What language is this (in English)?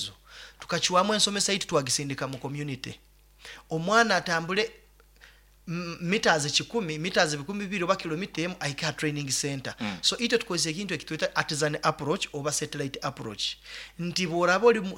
Nyoro